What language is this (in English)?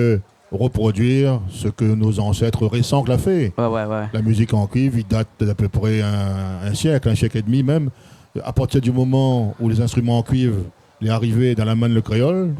Réunion Creole French